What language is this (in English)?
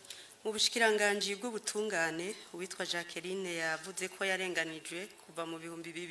Rundi